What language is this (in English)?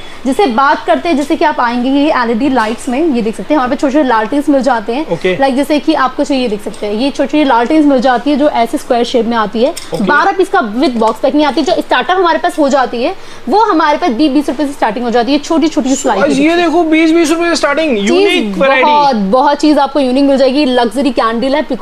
Hindi